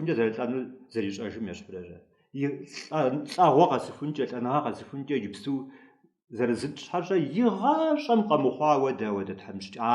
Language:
Kabardian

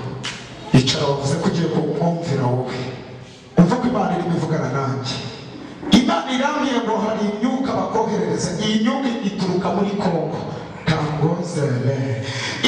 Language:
Kinyarwanda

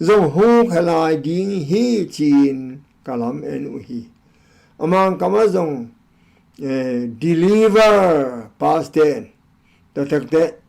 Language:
Tedim Chin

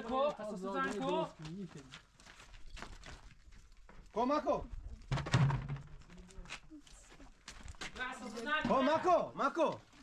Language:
Persian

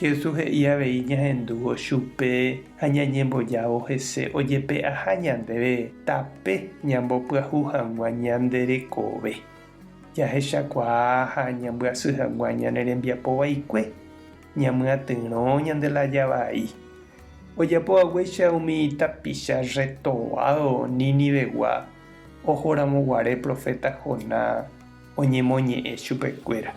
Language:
Guarani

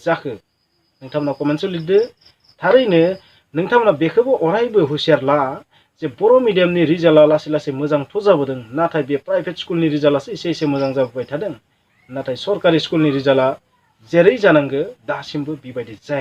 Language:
Bodo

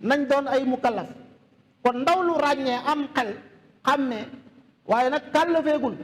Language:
Wolof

